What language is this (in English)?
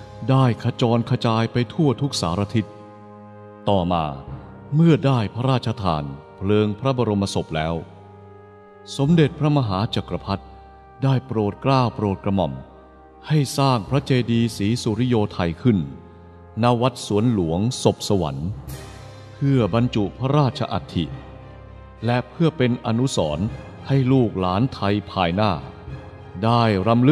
Thai